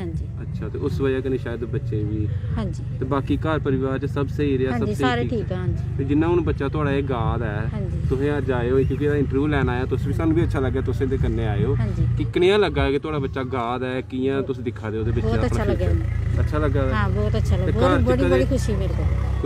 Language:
Dogri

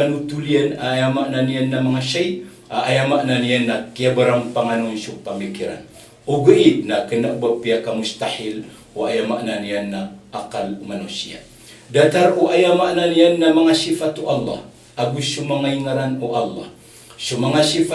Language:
Maranao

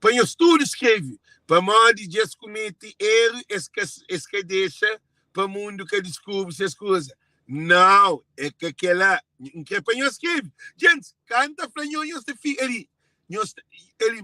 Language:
Kabuverdianu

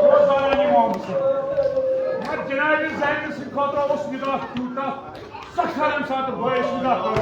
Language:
Kashmiri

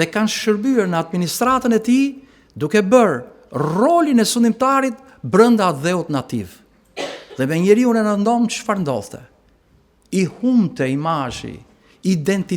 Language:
Albanian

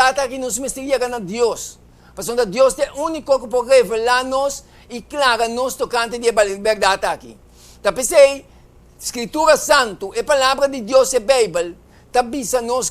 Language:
Papiamento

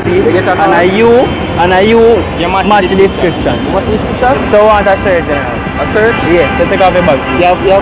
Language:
Jamaican Creole English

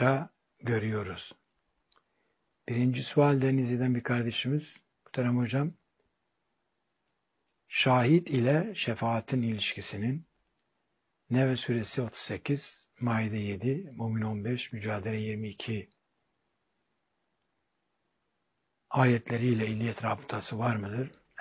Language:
Turkish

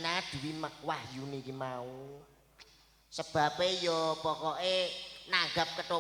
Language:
Javanese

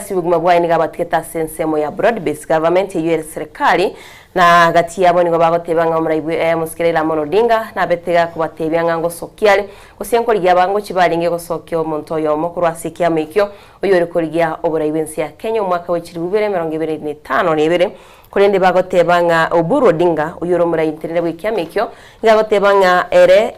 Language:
Gusii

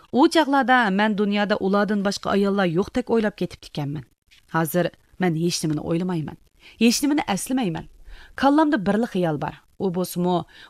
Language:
Uyghur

